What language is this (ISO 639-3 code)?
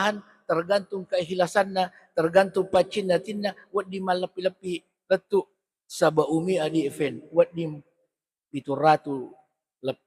bug